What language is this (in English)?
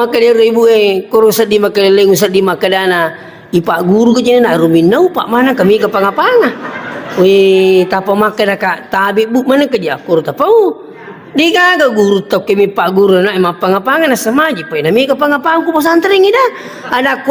Buginese